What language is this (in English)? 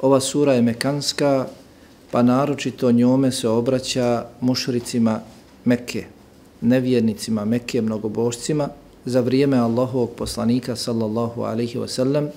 Bosnian